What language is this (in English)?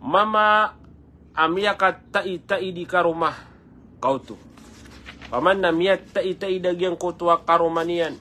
Maranao